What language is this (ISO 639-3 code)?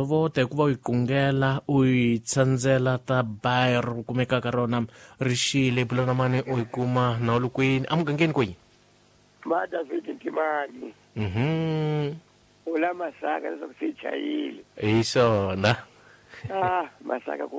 tso